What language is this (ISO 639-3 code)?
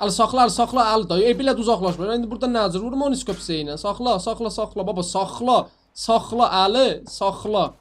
azb